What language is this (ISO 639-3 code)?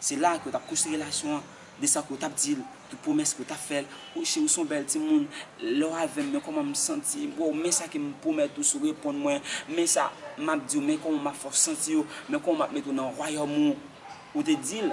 hat